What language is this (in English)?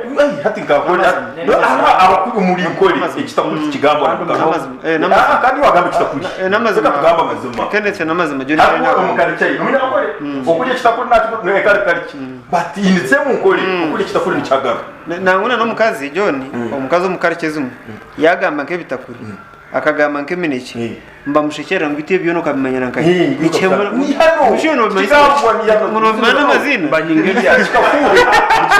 Nyankole